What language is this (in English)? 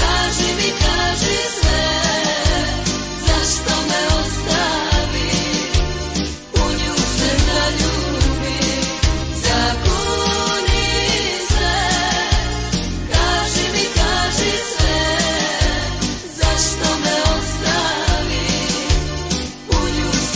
Serbian